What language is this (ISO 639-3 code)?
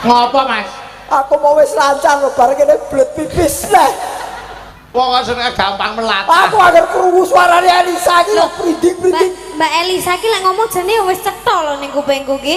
jav